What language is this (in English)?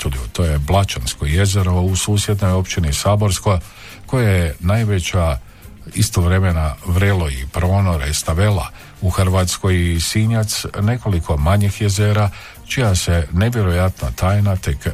Croatian